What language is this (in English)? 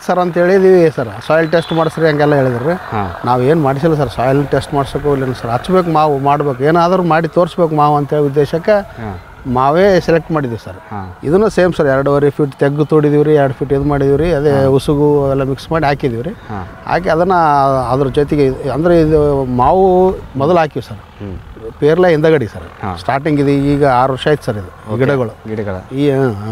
Kannada